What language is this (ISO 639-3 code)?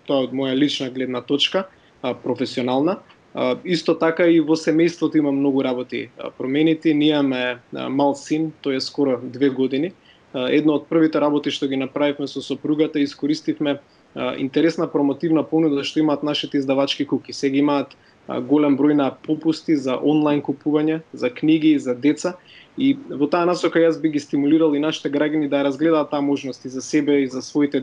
mkd